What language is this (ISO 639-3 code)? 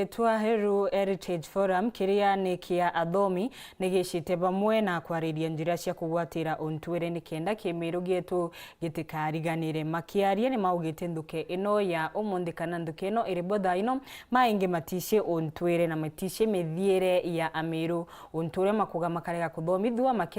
mer